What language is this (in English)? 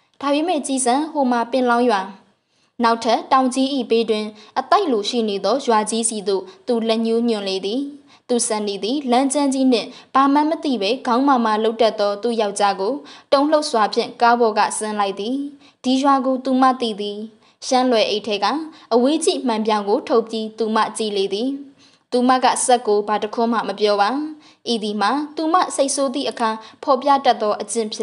Burmese